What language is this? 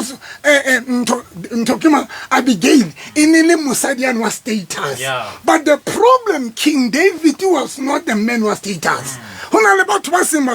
Southern Sotho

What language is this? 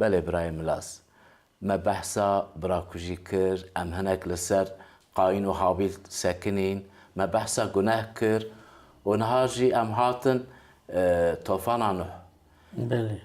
Kurdish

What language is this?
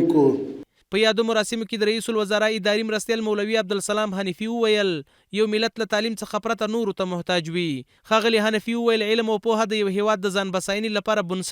Pashto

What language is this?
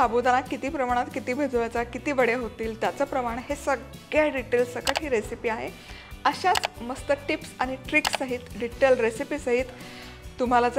Marathi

